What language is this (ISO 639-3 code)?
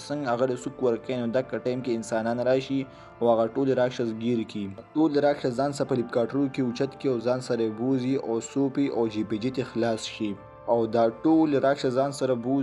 pus